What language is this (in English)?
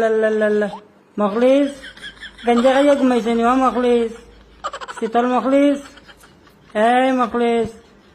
Sylheti